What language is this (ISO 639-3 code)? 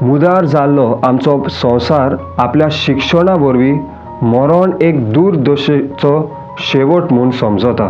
kok